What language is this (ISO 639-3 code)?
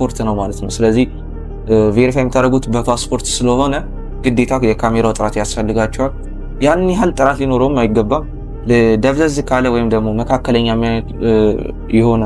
amh